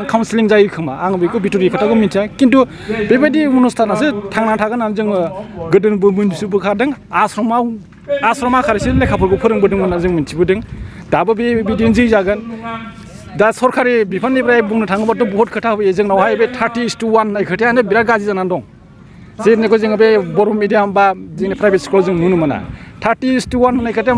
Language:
Bodo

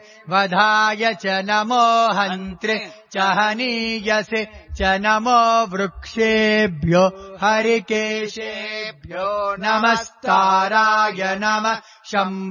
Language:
Sanskrit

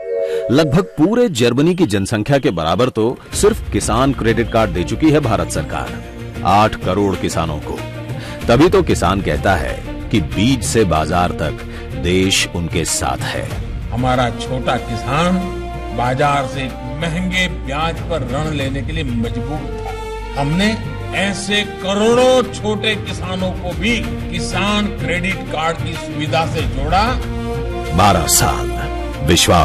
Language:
Hindi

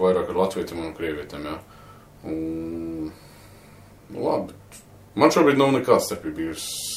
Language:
Latvian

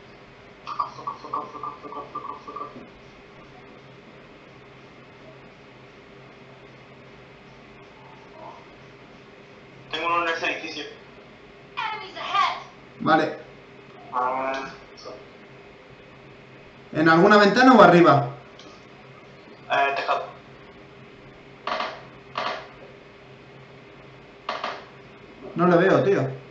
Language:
Spanish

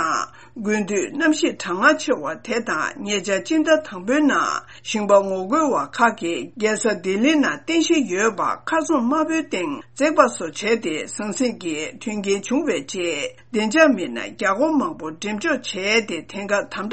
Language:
Tibetan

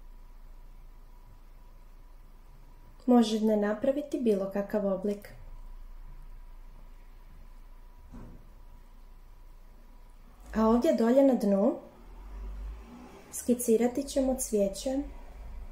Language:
Croatian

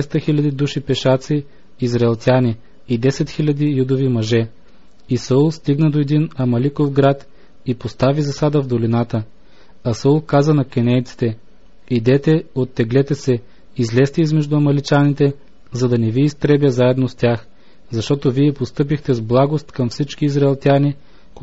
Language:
Bulgarian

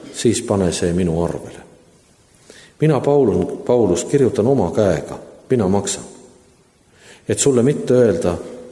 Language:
Estonian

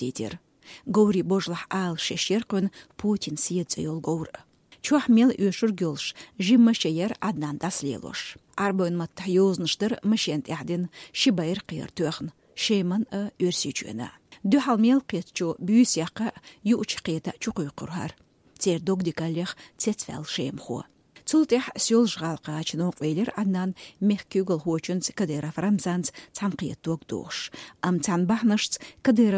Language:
Chechen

